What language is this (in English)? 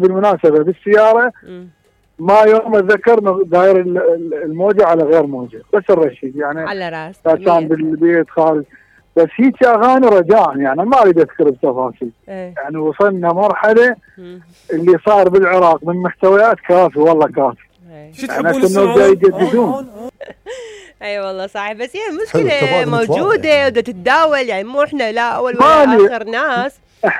Mesopotamian Arabic